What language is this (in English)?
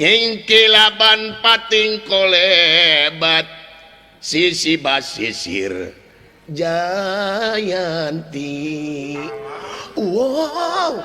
Sundanese